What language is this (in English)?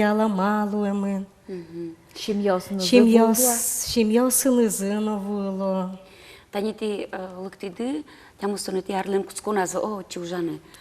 Udmurt